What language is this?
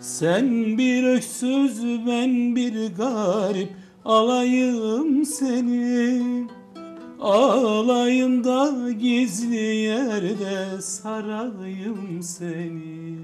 Gagauz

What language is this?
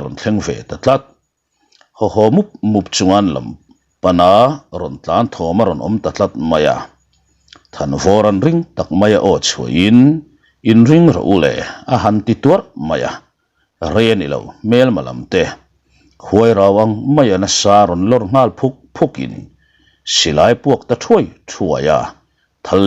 Mizo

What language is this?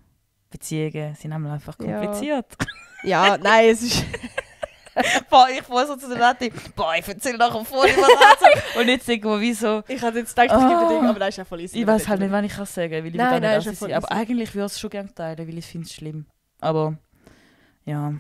Swiss German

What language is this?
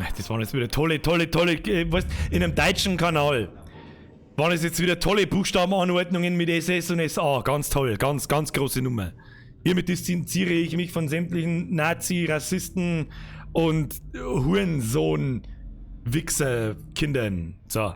Bavarian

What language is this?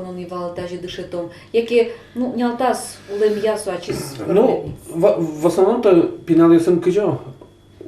Udmurt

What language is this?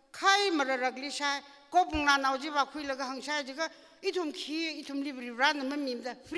Tangkhul Naga (India)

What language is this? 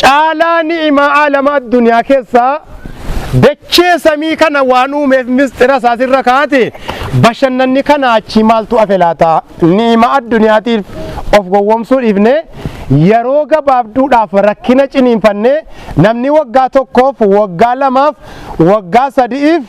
Oromo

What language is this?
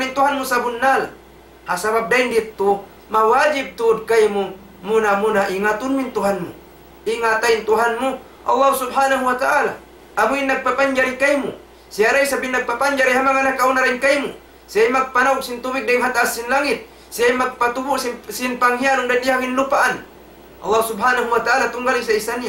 Tausug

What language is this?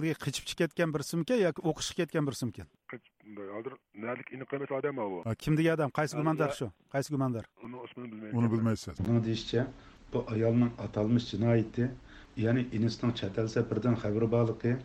Uyghur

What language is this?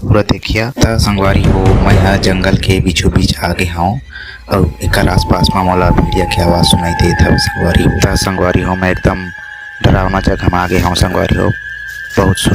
Chhattisgarhi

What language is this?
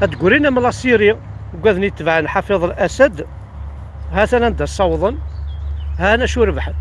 Kabyle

